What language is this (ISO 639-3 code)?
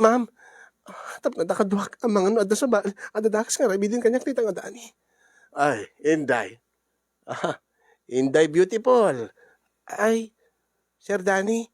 ilo